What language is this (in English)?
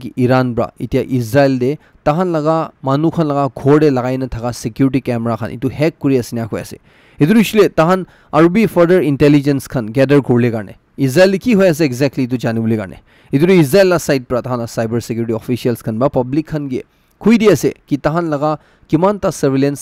Naga Pidgin